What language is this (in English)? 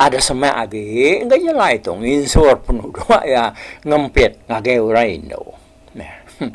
Iban